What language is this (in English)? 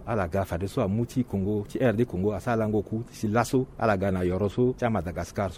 Sango